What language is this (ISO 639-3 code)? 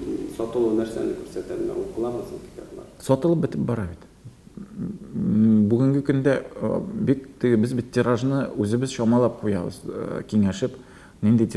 tat